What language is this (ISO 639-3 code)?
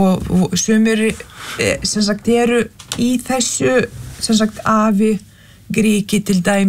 isl